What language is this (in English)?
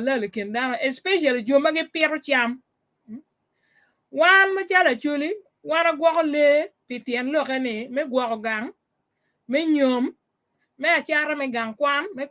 Acoli